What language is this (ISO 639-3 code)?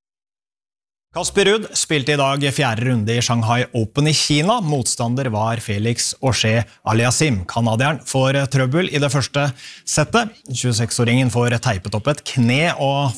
nor